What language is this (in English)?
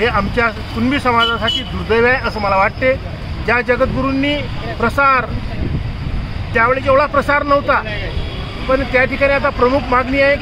Marathi